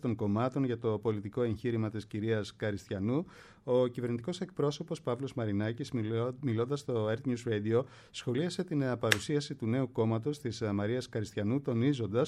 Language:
Greek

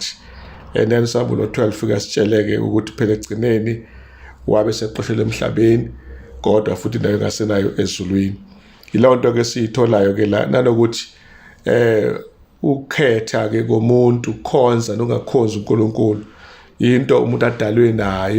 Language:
Zulu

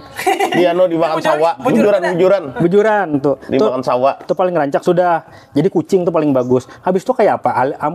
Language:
Banjar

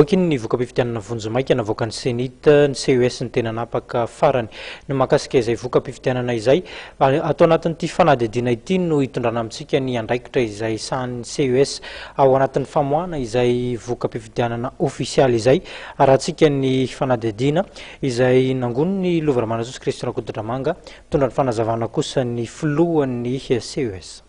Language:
Malagasy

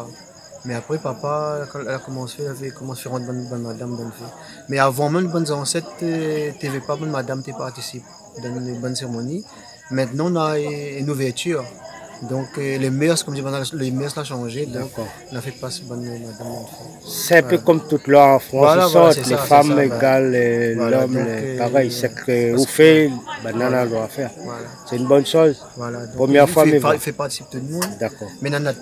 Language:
Réunion Creole French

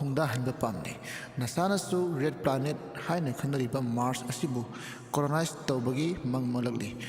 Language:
Manipuri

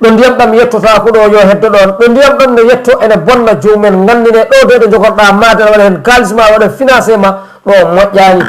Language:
Fula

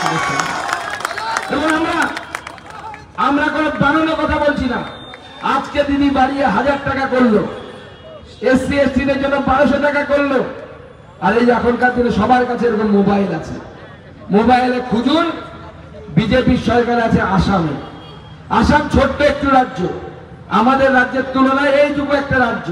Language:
Bangla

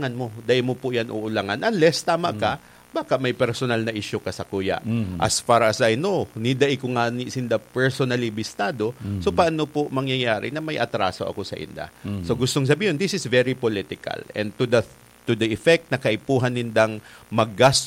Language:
Bikol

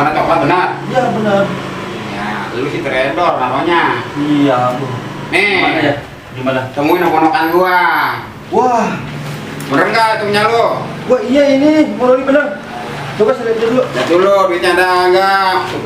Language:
Betawi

